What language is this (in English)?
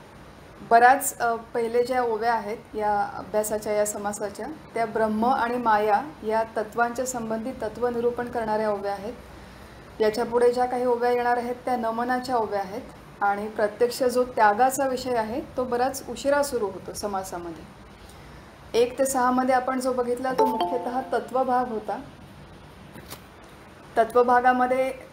Marathi